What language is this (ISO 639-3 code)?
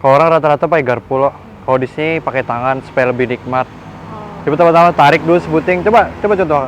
bjn